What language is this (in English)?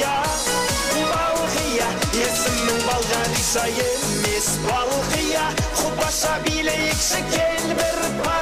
Kara-Kalpak